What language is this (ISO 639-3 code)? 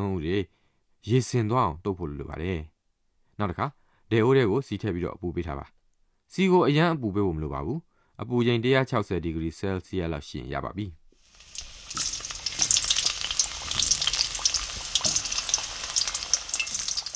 mya